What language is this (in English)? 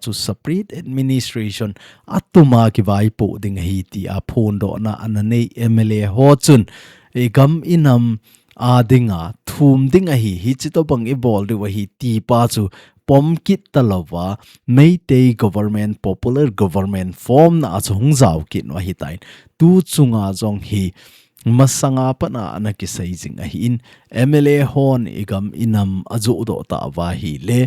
Thado Chin